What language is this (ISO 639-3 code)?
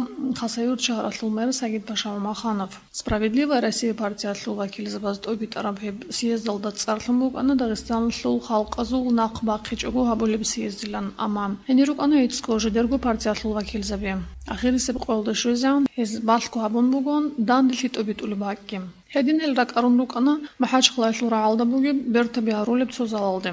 ava